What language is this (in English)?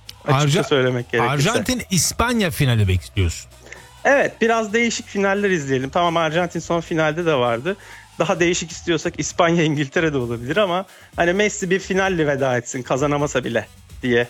Turkish